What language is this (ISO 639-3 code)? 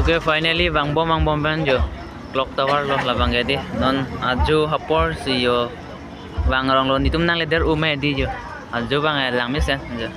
mjw